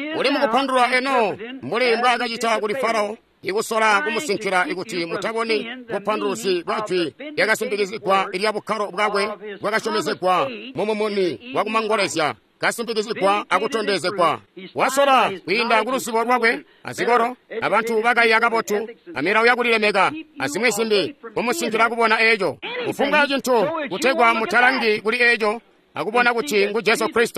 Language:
Tonga (Zambia)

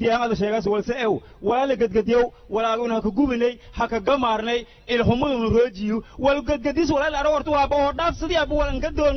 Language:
Somali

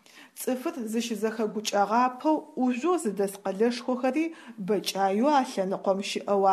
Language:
Adyghe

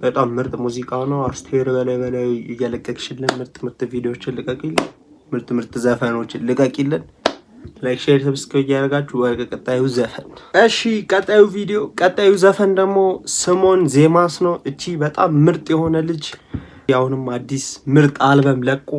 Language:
Amharic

